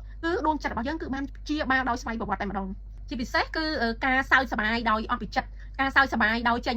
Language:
Khmer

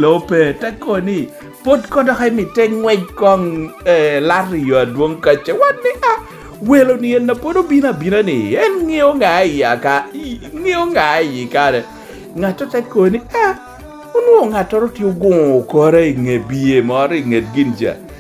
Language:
Lango (Uganda)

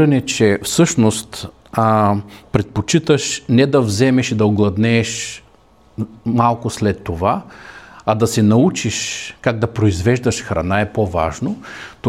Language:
Bulgarian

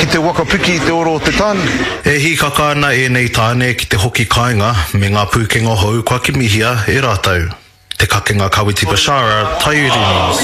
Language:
Māori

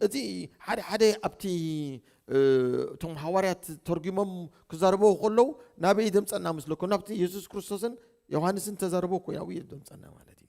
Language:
Tigrinya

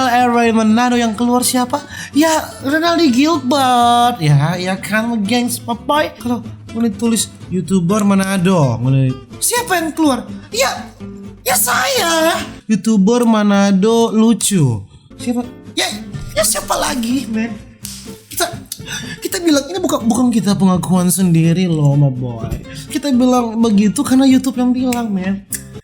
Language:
Manado Malay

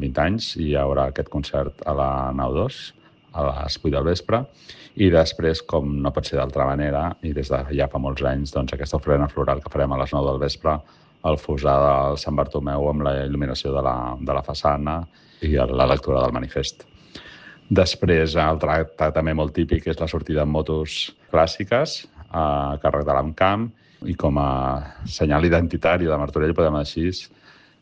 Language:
Catalan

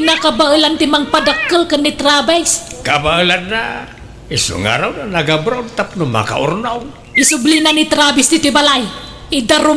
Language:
Iloko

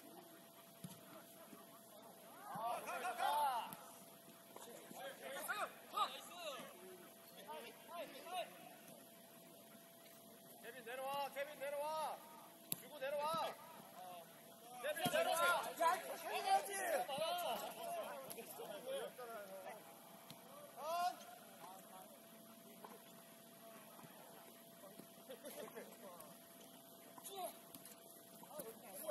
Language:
Korean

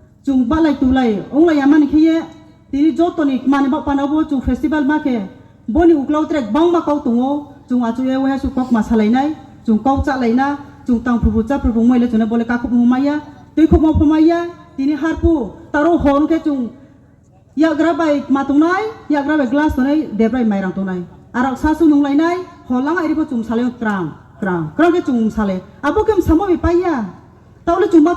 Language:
Riang (India)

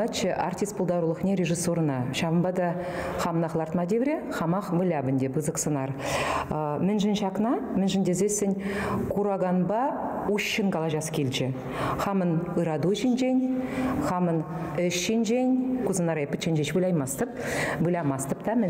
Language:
Chuvash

